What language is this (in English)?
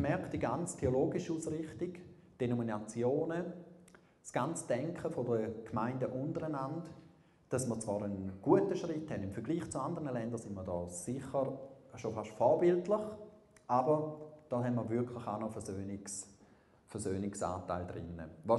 Swiss German